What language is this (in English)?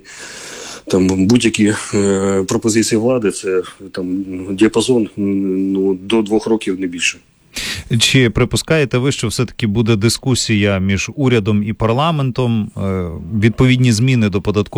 Ukrainian